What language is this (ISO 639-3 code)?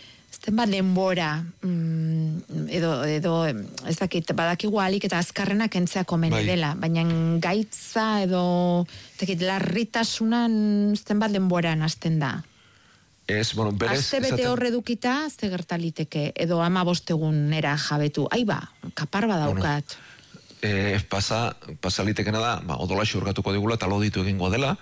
eus